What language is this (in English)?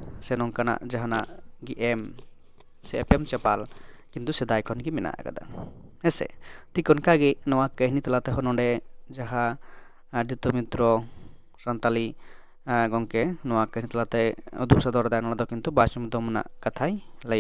Santali